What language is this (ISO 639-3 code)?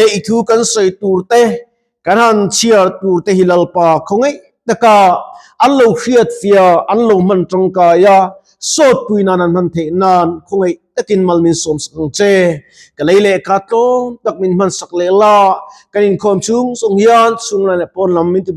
lus